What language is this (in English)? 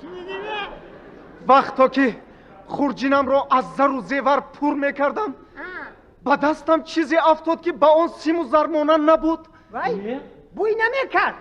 Tajik